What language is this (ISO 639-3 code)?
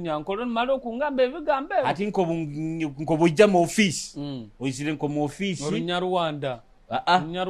nyo